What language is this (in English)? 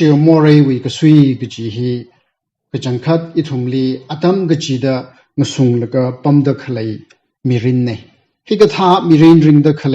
Tangkhul Naga (India)